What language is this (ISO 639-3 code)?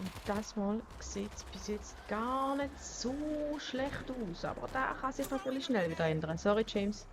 gsw